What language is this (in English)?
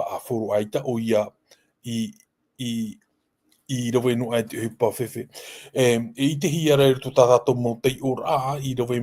Tahitian